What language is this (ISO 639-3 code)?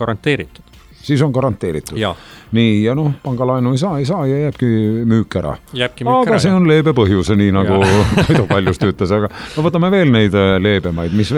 est